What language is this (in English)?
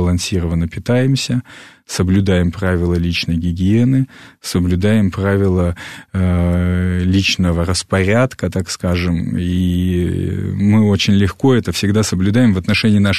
Russian